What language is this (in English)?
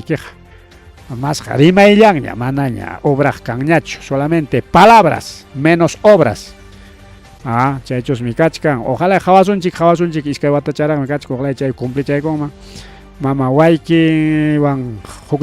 Ayacucho Quechua